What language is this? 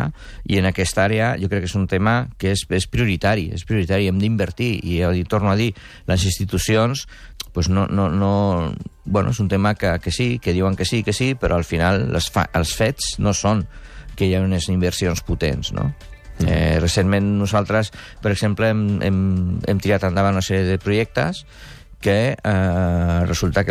Catalan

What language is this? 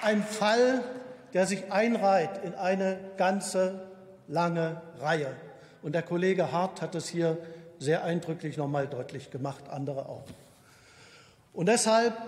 German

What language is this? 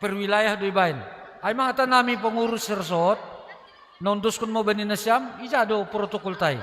Batak Simalungun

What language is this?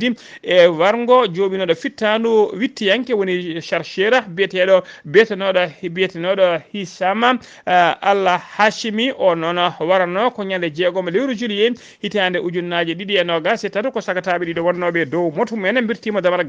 Fula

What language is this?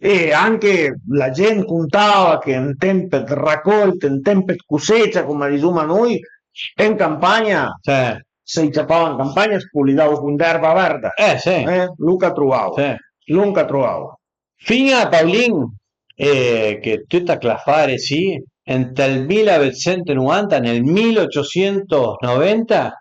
Piedmontese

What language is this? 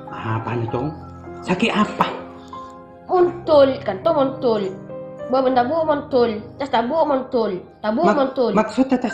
Madurese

